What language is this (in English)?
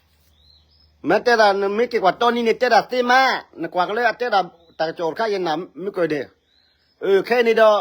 S'gaw Karen